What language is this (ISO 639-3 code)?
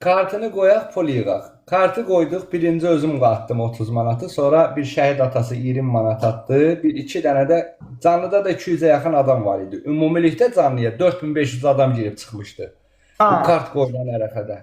aze